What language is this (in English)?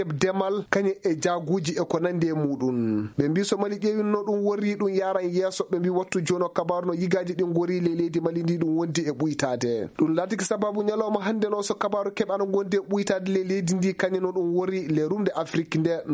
Fula